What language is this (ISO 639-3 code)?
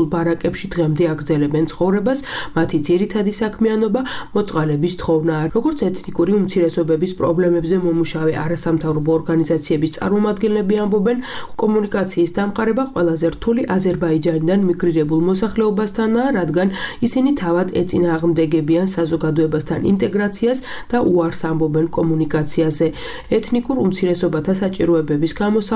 kat